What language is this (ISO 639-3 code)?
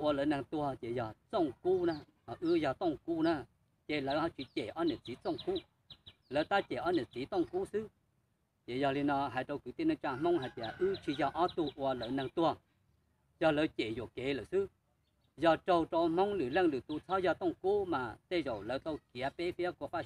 hmn